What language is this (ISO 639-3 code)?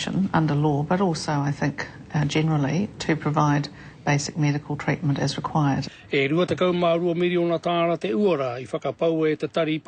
mri